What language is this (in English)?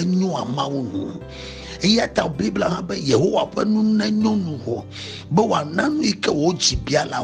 Ewe